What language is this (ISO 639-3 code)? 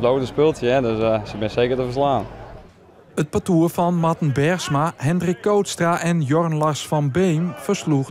fry